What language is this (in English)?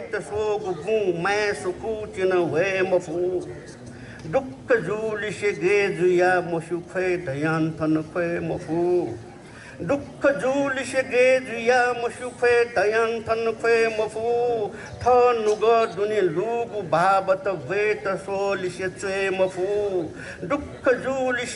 Newari